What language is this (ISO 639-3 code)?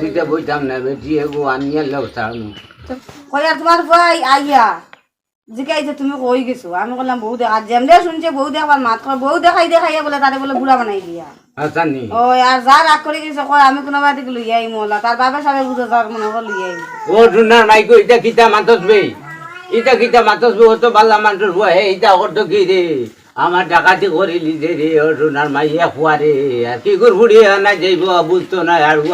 syl